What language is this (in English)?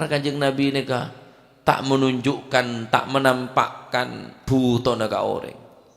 Madurese